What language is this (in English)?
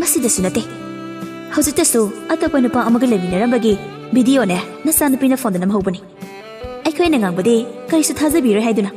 Manipuri